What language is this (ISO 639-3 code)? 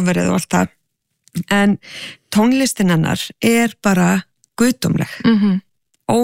isl